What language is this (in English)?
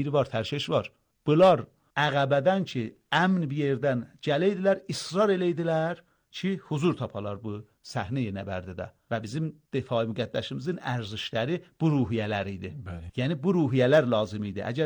Azerbaijani